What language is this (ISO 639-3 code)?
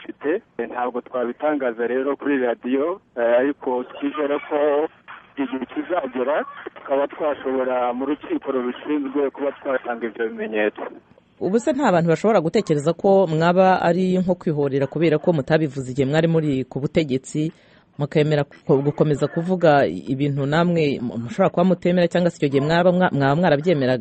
kin